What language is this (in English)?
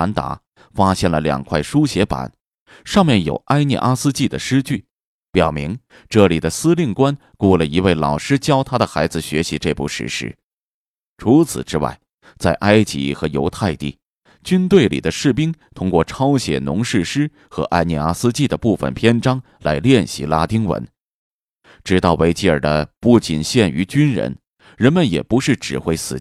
Chinese